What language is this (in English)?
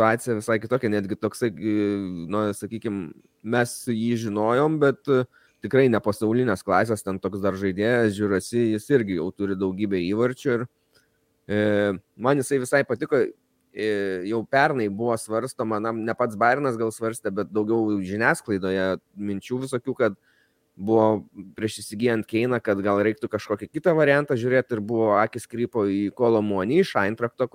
Lithuanian